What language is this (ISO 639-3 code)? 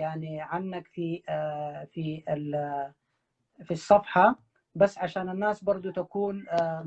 apd